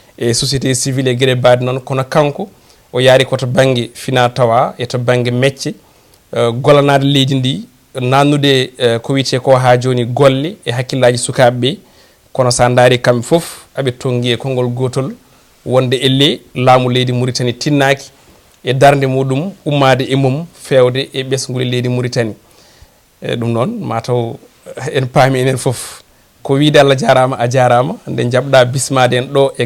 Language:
Fula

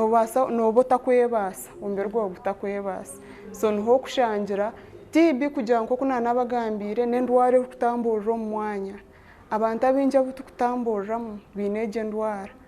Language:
Nyankole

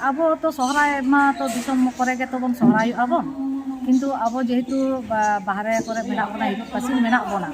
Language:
Santali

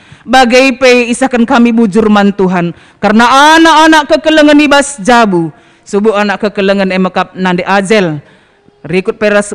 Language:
Batak Karo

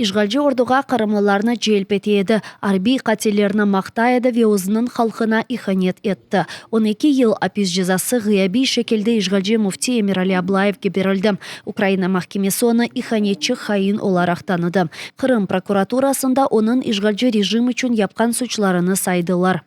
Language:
Crimean Tatar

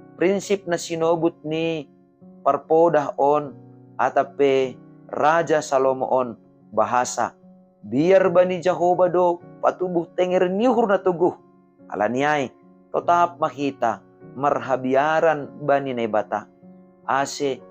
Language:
Batak Simalungun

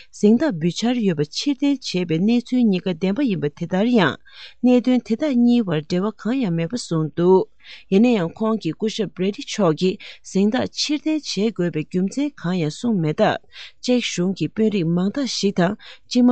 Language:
Tibetan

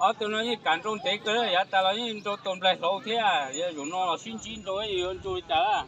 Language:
Hmong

